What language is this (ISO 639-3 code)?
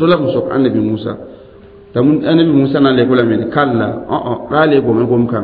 mos